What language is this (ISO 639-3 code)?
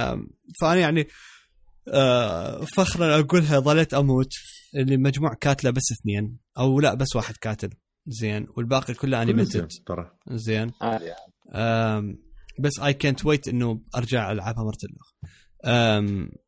acm